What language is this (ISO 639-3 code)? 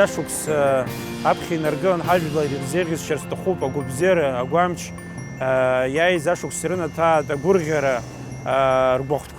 abk